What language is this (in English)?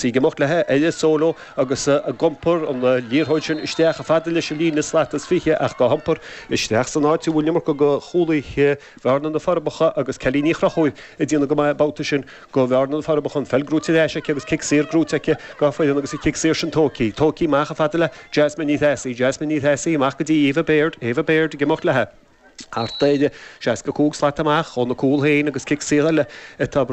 Irish